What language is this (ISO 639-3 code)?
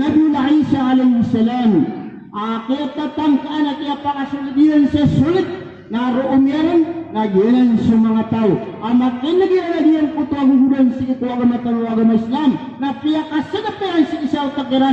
mrw